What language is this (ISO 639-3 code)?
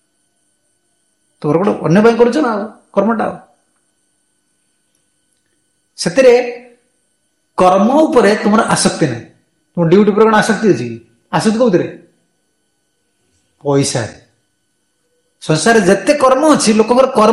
ori